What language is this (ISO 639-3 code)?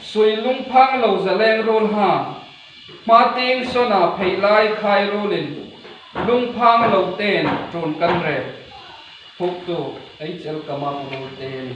hmr